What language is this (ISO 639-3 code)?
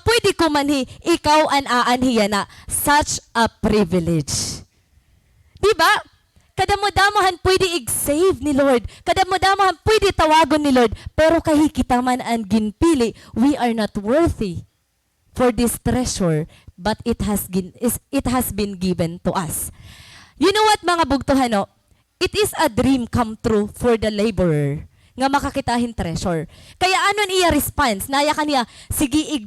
war